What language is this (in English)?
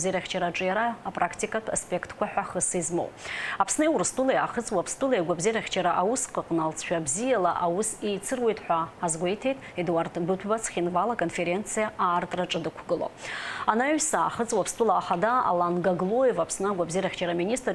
Abkhazian